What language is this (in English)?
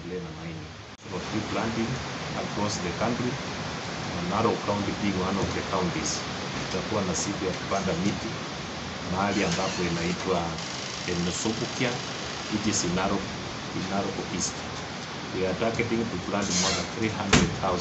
Masai